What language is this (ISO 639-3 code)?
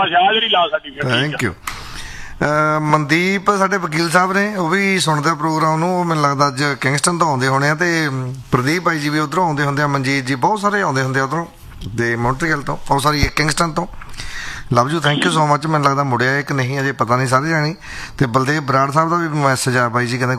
pan